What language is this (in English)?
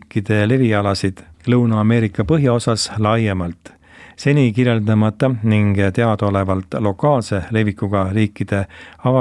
Estonian